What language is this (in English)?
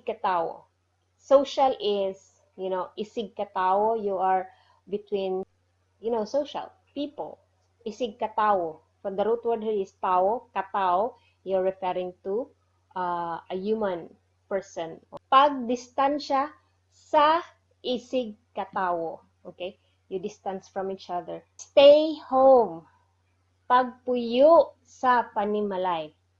Cebuano